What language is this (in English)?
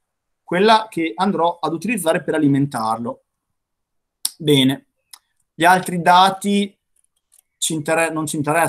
Italian